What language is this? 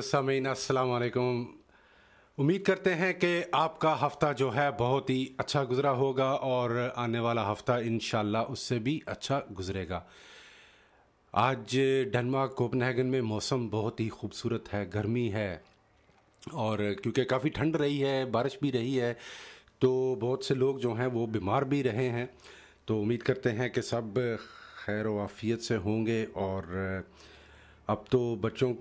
Urdu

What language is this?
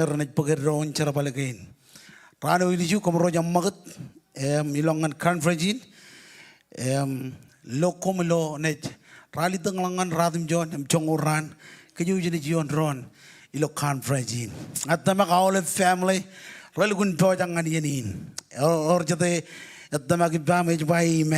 Marshallese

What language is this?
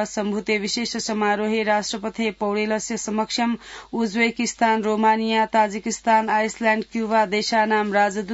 Sanskrit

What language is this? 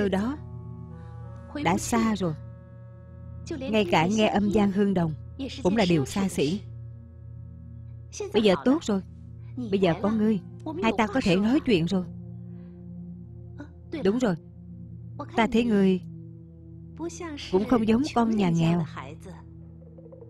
Vietnamese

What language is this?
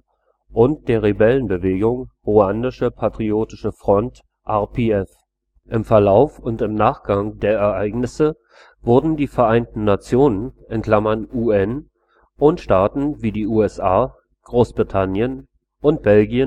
German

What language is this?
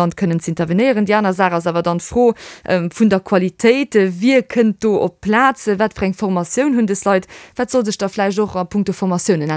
Luxembourgish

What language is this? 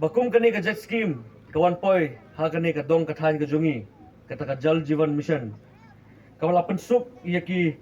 Khasi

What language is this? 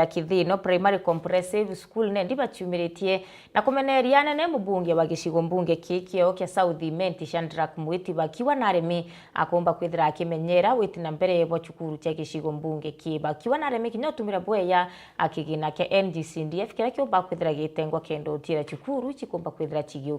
Meru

